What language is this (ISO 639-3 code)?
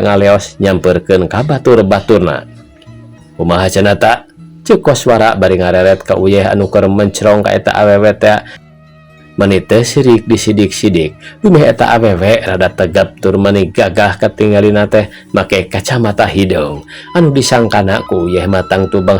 sun